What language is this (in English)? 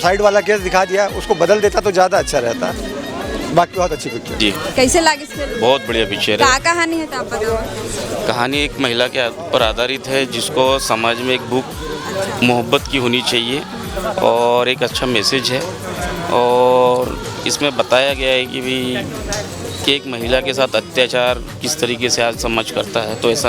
Chhattisgarhi